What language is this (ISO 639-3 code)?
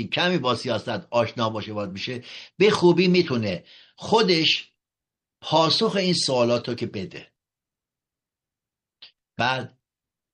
fas